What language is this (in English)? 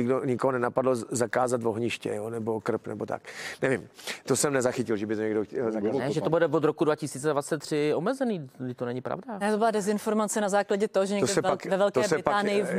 Czech